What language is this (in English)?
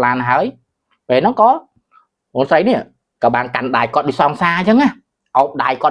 Khmer